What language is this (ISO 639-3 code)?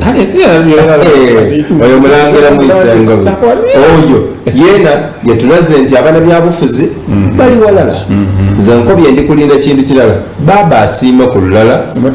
xog